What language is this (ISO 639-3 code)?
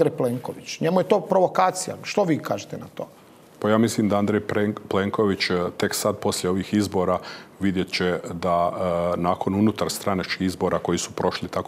hrv